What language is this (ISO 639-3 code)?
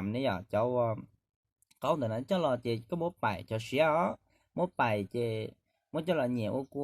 hmn